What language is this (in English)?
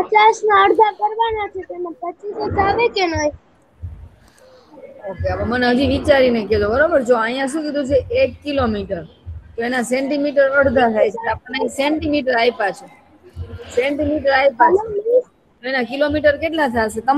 Gujarati